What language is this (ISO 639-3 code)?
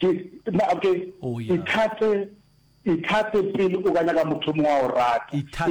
nso